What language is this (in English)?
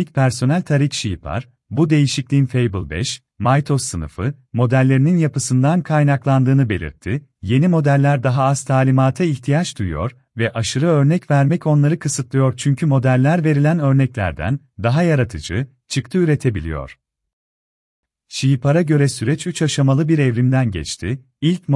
Turkish